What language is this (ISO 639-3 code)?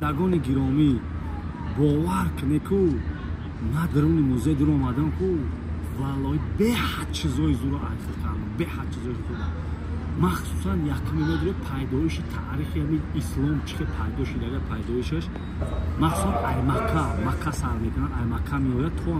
tgk